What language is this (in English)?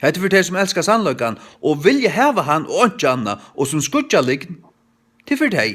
Faroese